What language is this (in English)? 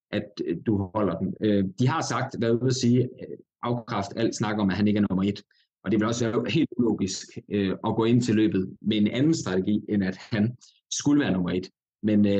Danish